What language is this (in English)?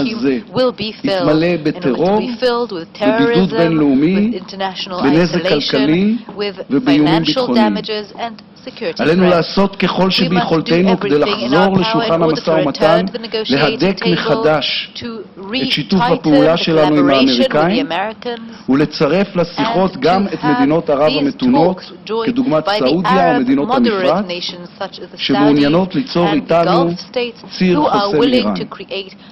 Hebrew